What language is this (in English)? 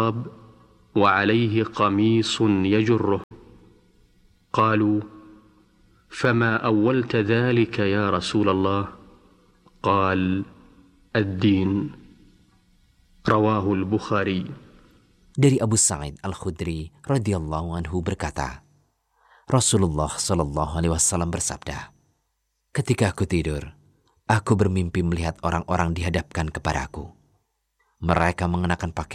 Indonesian